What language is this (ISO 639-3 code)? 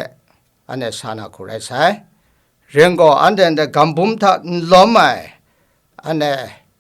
kac